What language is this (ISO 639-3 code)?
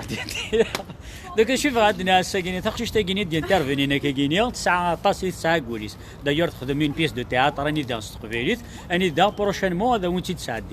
kab